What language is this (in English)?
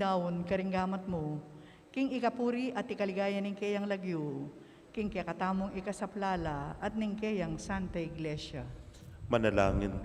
Pampanga